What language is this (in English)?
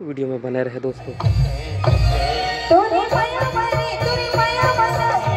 Chhattisgarhi